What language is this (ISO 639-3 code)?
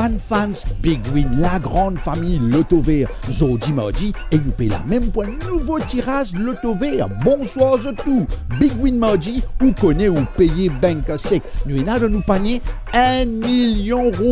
mfe